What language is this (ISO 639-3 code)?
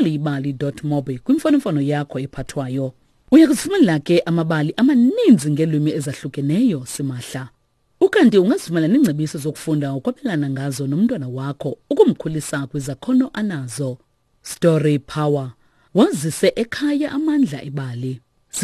xho